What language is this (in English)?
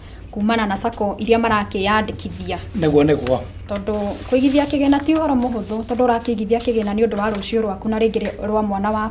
Kikuyu